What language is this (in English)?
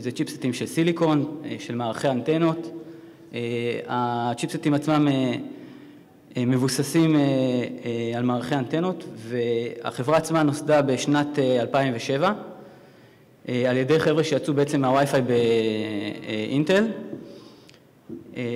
Hebrew